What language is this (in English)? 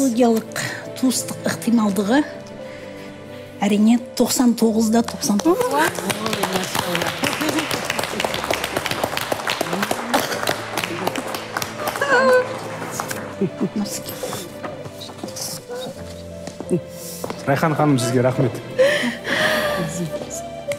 Kazakh